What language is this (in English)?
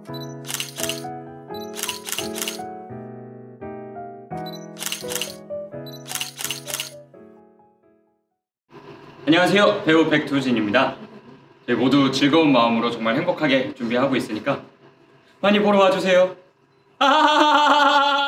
Korean